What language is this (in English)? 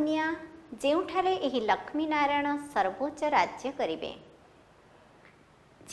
Odia